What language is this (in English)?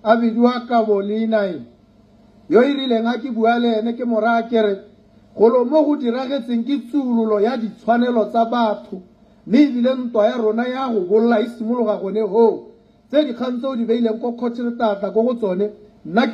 Tswana